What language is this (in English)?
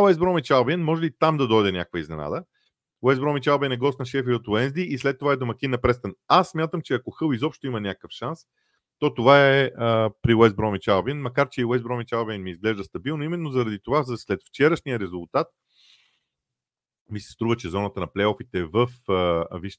Bulgarian